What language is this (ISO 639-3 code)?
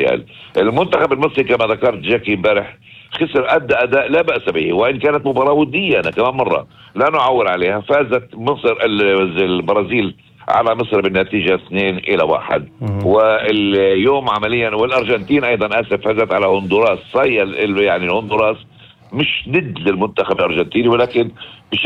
apc